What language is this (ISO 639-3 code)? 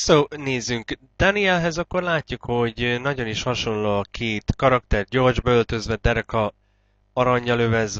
hun